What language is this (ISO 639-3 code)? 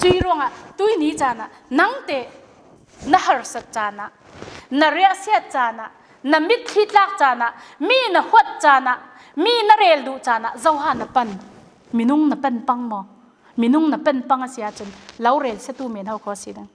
cfm